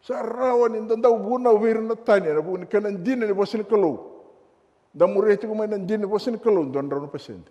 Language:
Fijian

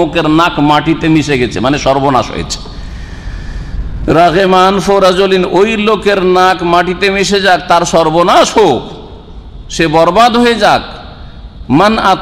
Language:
Bangla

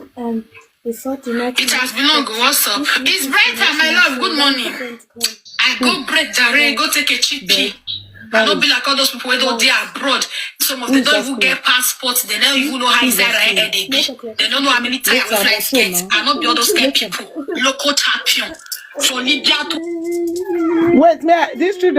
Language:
Nigerian Pidgin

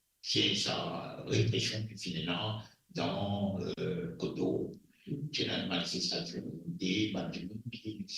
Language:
Morisyen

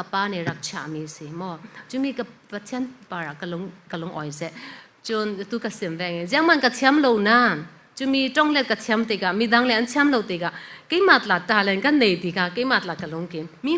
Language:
Falam Chin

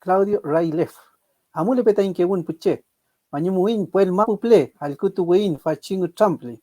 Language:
Mapuche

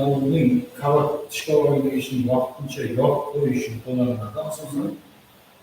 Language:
Kara-Kalpak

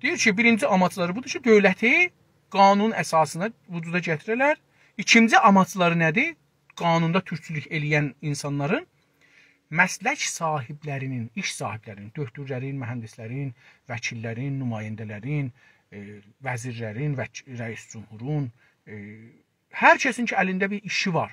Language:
South Azerbaijani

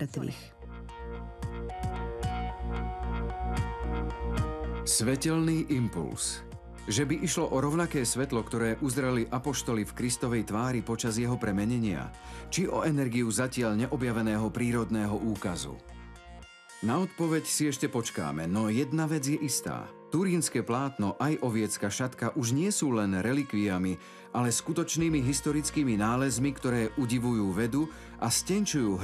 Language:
Slovak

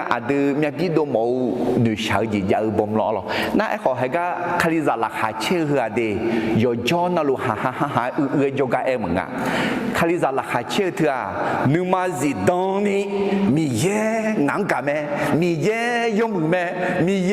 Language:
Akha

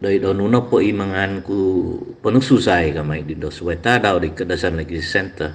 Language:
Central Dusun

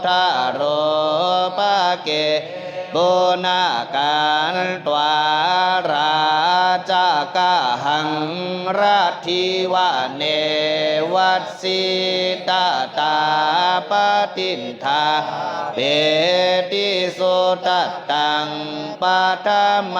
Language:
Pali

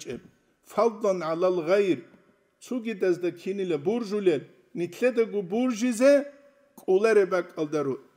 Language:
Avaric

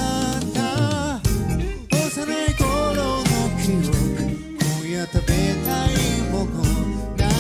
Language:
Japanese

